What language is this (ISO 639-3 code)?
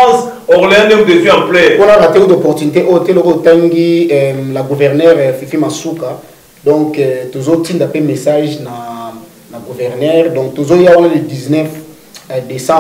lin